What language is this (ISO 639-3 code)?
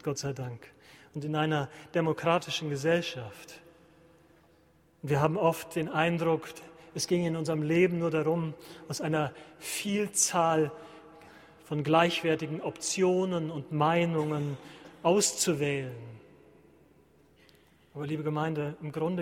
deu